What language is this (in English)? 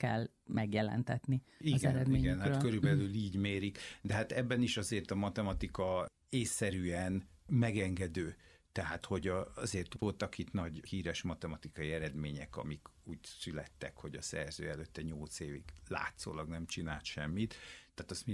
Hungarian